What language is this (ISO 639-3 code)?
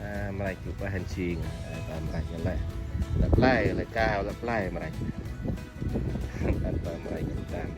cmo